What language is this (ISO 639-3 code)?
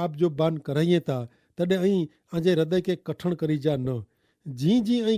kfr